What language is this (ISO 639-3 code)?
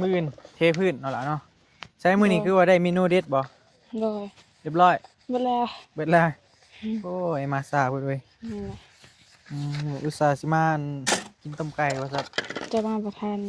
tts